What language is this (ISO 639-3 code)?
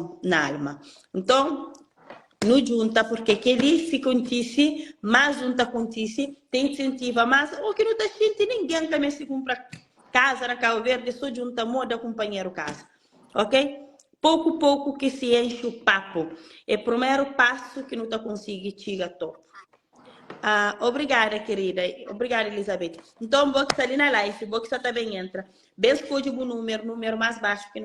kea